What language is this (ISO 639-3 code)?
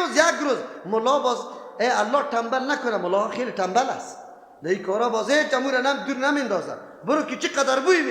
fas